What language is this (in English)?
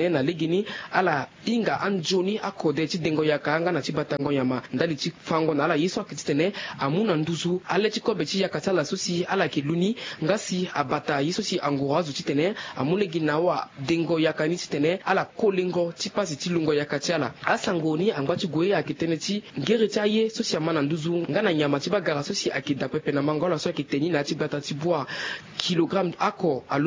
Sango